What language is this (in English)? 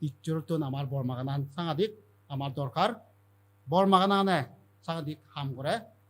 Chakma